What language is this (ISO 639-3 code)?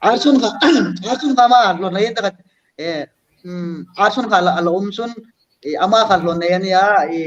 hmr